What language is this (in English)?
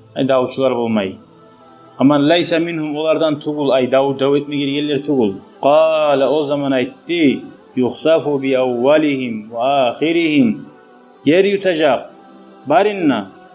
Kumyk